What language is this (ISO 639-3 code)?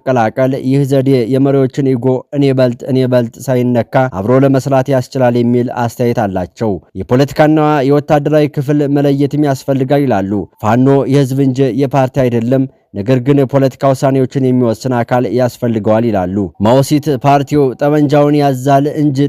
amh